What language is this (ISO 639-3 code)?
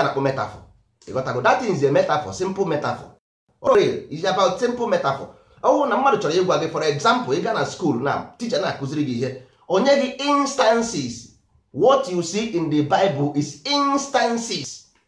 ibo